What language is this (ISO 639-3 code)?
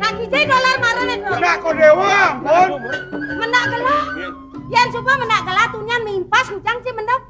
ban